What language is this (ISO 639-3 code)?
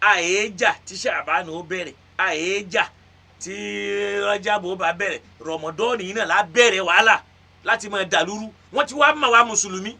yor